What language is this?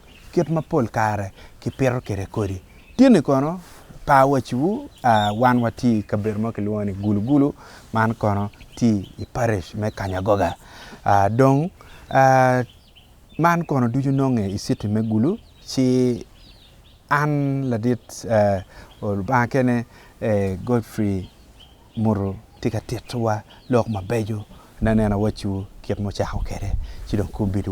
Acoli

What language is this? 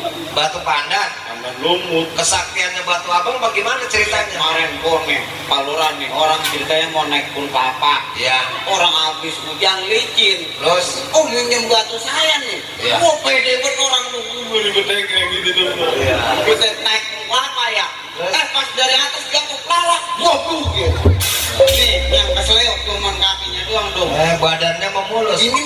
Betawi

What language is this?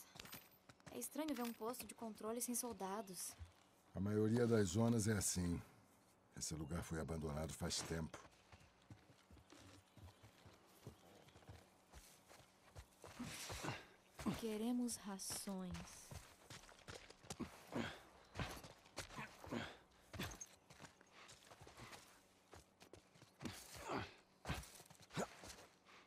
Portuguese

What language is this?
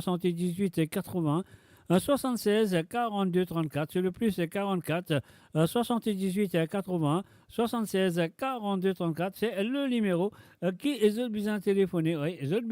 Morisyen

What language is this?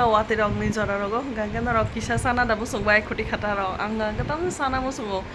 Kok Borok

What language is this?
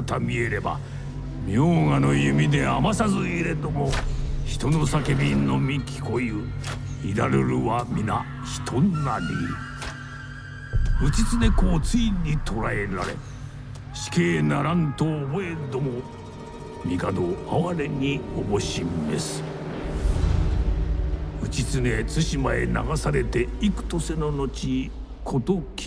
Japanese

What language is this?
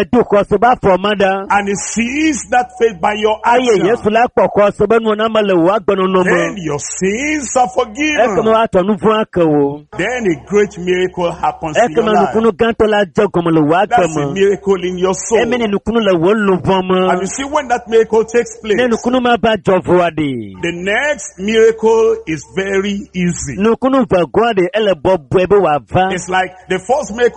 Ewe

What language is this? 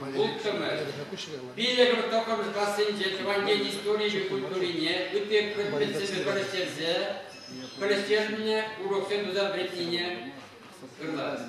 Chuvash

